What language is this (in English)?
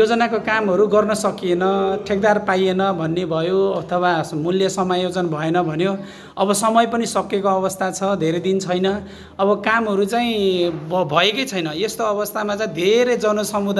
Nepali